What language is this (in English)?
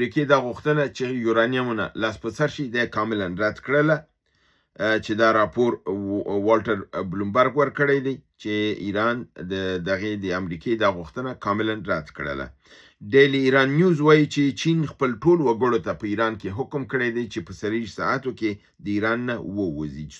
Pashto